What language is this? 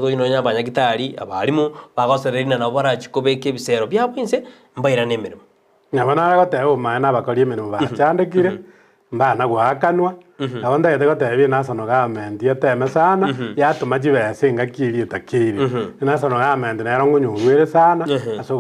Gusii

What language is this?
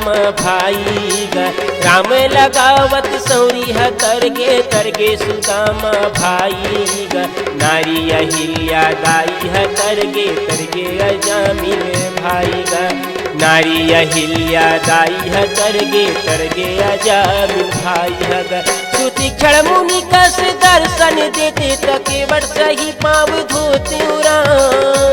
Chhattisgarhi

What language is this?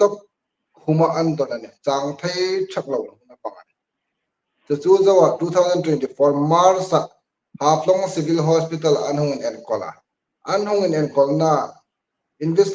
Hmar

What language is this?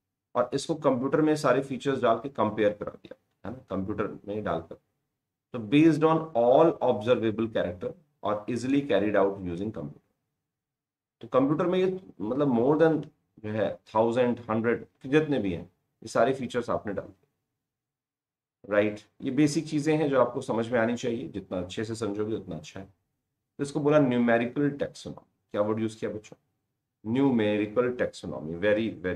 Hindi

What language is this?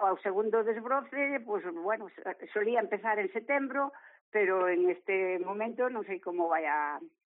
Galician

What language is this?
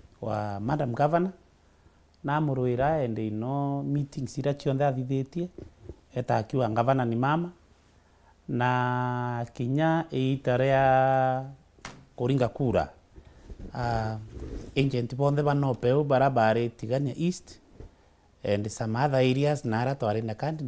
Meru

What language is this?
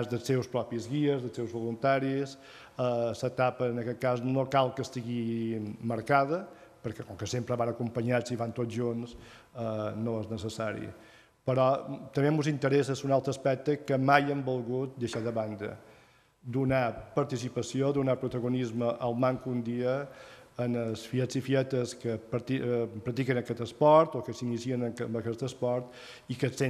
Catalan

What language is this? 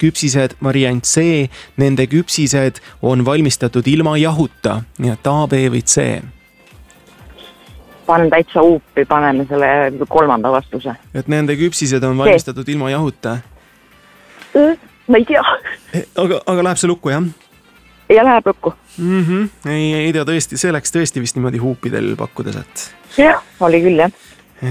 Estonian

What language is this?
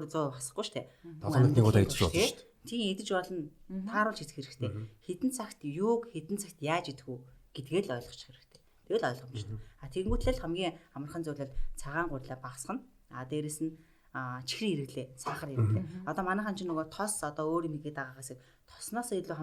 Mongolian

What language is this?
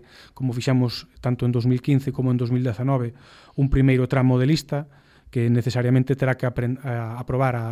Galician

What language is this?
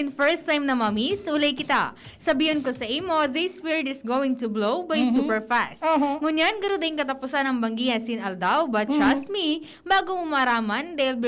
Bikol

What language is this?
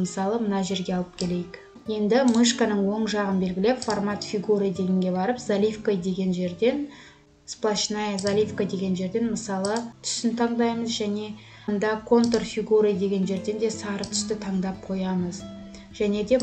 Kazakh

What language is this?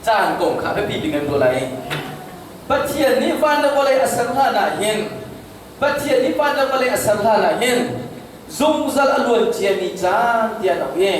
Hakha Chin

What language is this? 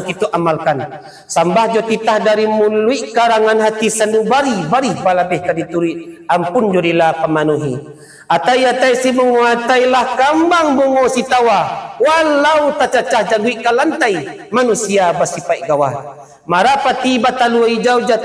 Minangkabau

